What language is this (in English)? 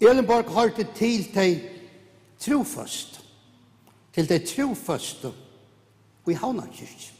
Faroese